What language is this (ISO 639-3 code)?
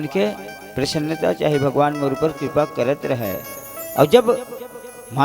hne